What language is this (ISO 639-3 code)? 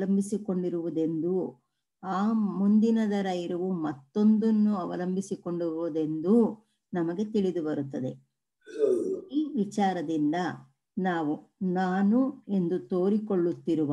kan